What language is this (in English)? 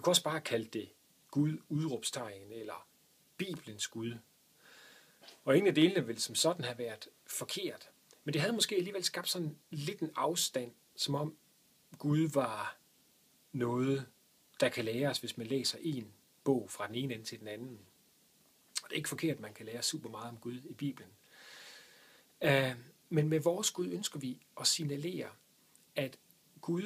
Danish